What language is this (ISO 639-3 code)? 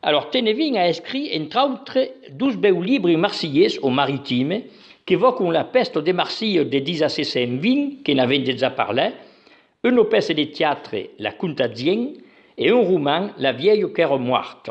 oci